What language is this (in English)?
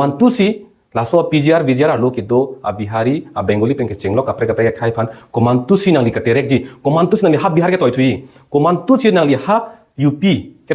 Karbi